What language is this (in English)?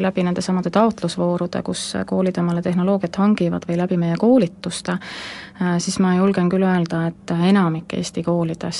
Estonian